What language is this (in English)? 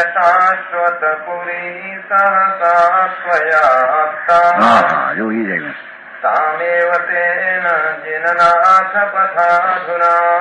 Gujarati